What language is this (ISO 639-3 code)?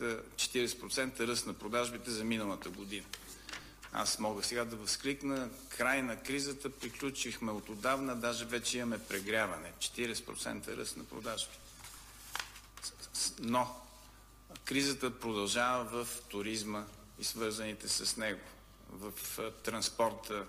bul